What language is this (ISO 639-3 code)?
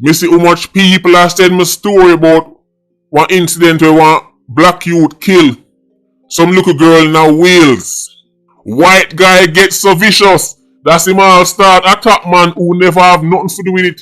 jam